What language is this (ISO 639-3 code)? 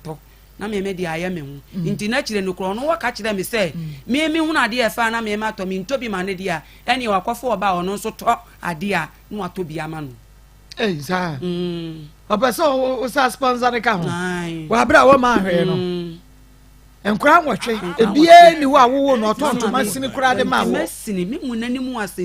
aka